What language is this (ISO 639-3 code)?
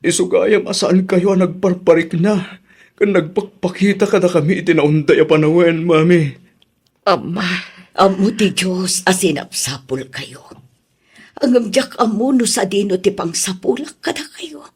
ilo